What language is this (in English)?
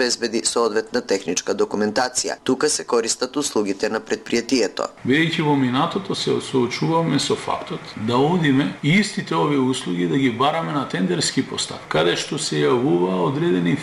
Macedonian